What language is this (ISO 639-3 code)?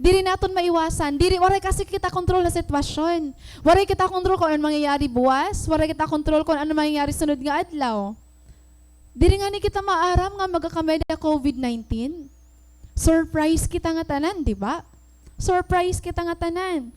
war